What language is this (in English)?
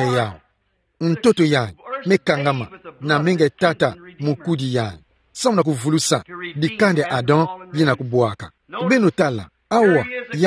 Kituba (Democratic Republic of Congo)